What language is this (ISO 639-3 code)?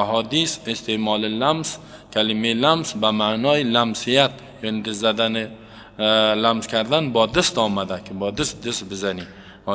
fas